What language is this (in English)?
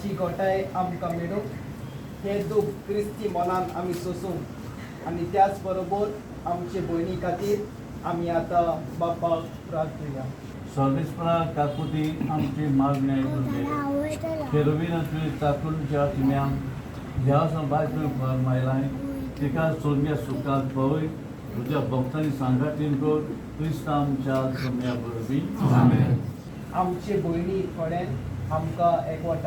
Konkani